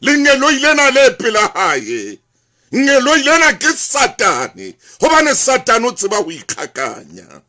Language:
Southern Sotho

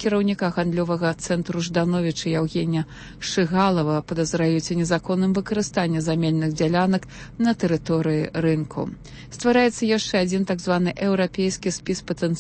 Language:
Belarusian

